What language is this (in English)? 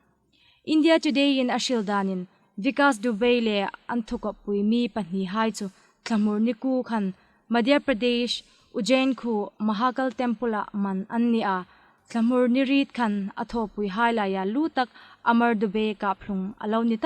Hmar